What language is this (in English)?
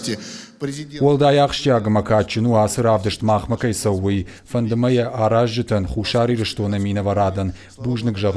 Ossetic